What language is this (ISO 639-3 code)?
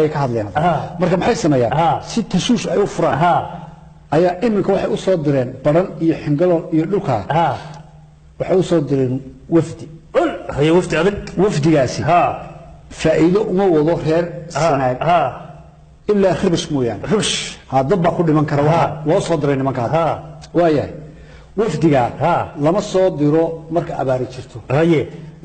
som